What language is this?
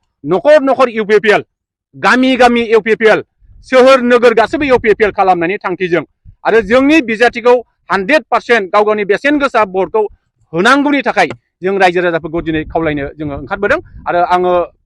Bodo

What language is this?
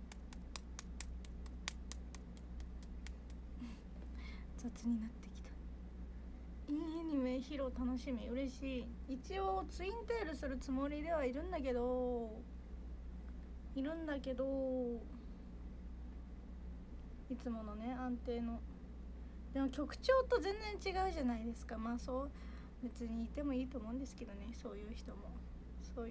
Japanese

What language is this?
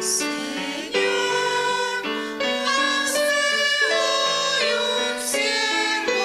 Aymara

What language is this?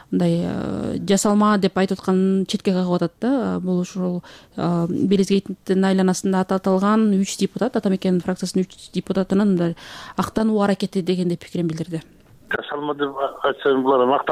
Kyrgyz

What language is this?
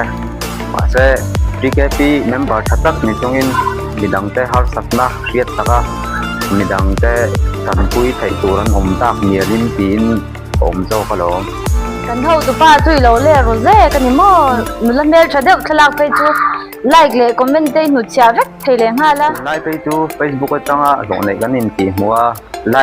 Mizo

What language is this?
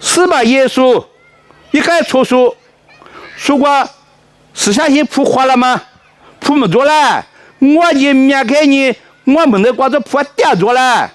Lisu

